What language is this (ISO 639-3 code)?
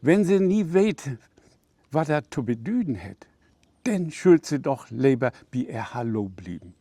nds